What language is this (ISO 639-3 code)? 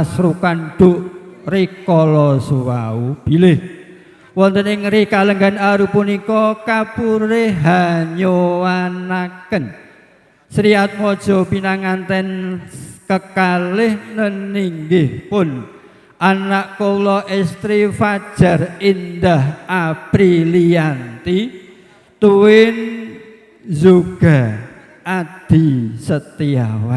jav